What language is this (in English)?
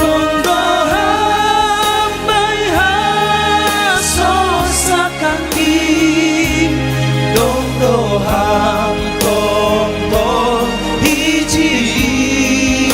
Batak Simalungun